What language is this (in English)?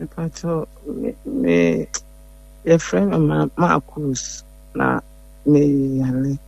Akan